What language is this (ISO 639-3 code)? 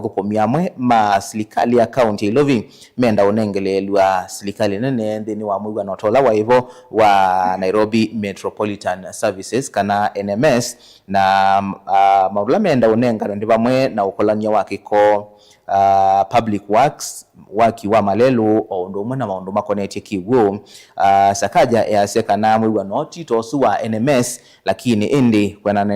kam